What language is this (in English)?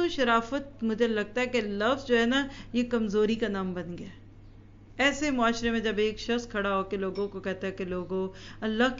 Urdu